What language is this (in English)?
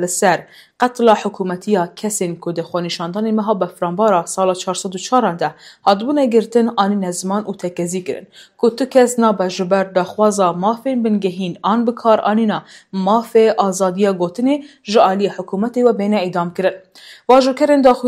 Kurdish